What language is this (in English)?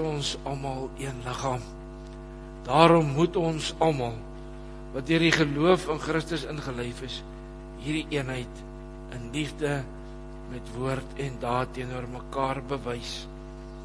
Afrikaans